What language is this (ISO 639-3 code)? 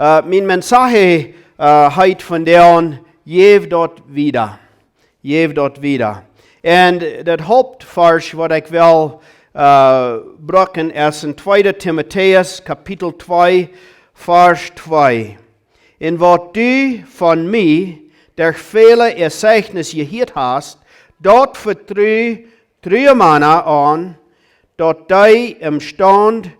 pdt